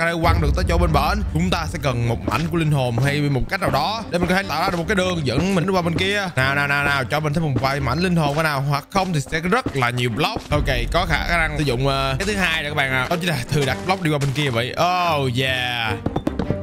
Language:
Vietnamese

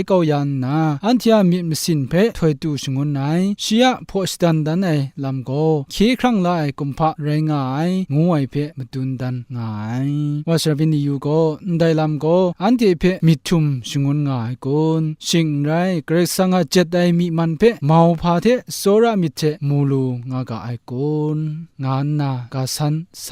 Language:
Kachin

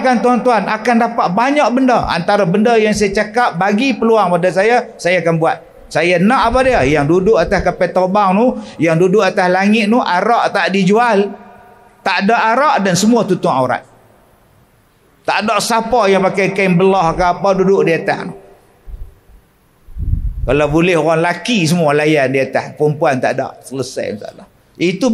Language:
Malay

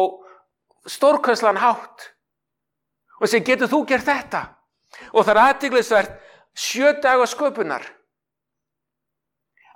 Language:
Icelandic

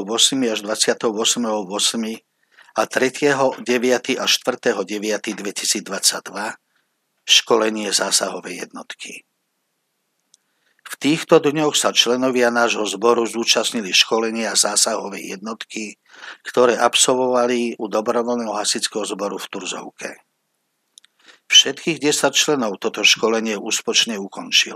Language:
Slovak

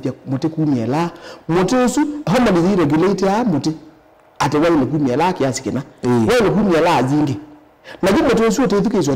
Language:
Kamba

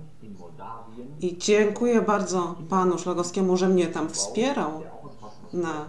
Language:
Polish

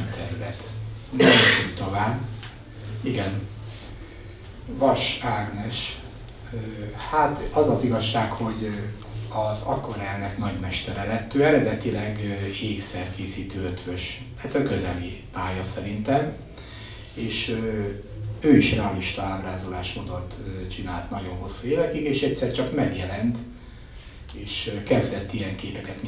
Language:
Hungarian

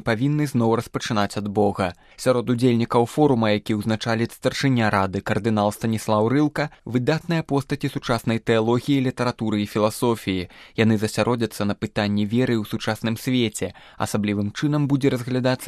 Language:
Belarusian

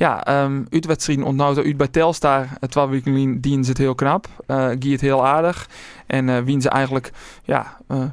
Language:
Western Frisian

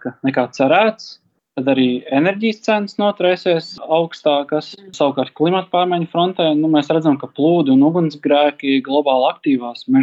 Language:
Latvian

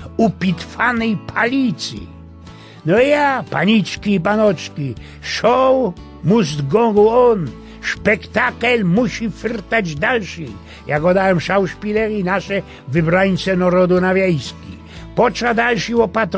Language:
Silesian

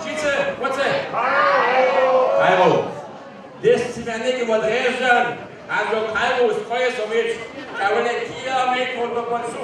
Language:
Upper Sorbian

